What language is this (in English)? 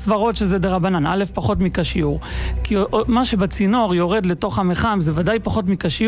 Hebrew